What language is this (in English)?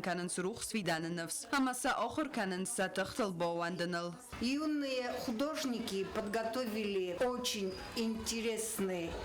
Ossetic